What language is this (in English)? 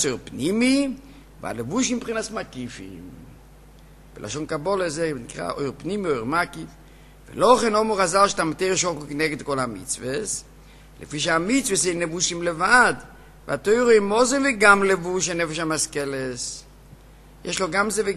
Hebrew